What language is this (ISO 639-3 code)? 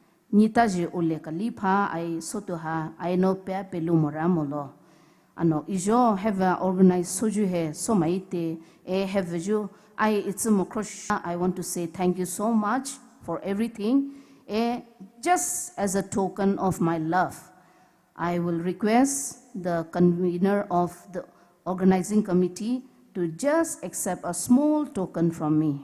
pmx